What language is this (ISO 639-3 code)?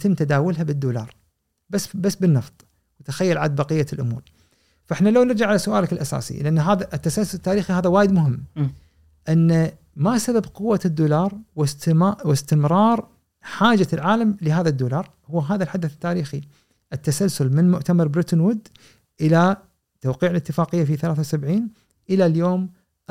afb